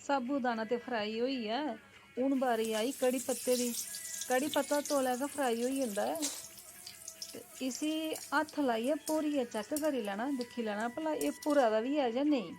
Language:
Dogri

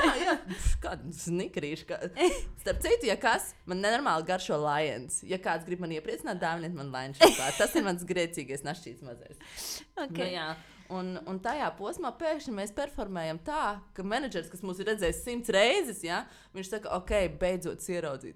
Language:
Latvian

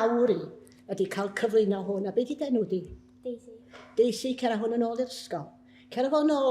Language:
Welsh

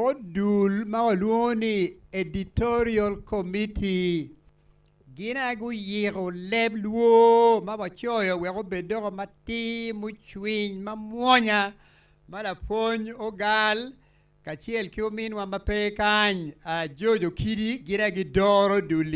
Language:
Acoli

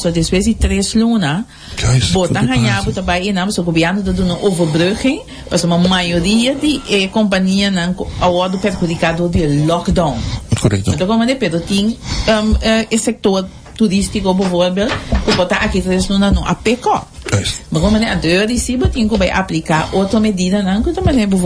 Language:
Papiamento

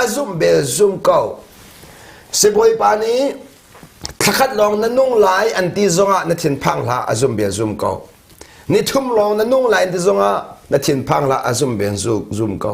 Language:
Hakha Chin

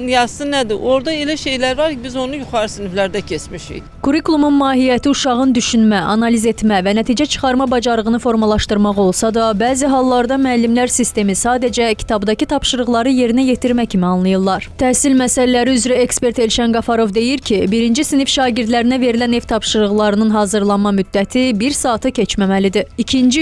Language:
Azerbaijani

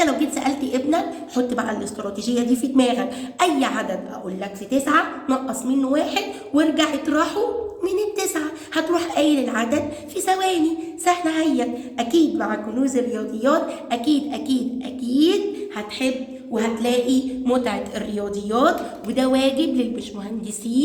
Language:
Egyptian Arabic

